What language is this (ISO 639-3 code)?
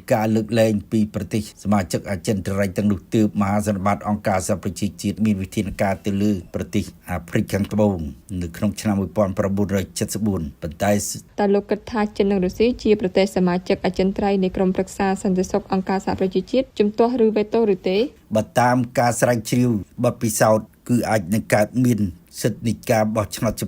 khm